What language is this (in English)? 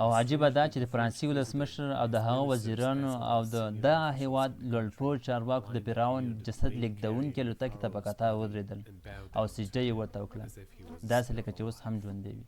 Pashto